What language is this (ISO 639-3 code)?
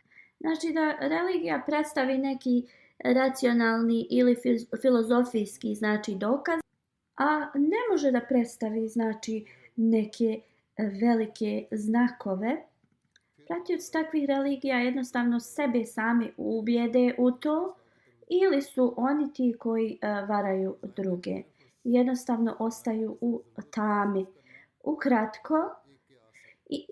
bos